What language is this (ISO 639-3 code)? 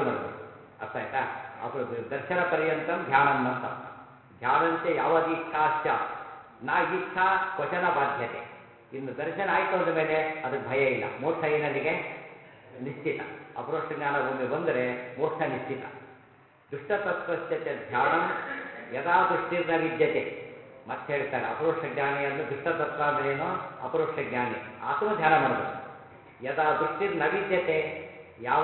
kan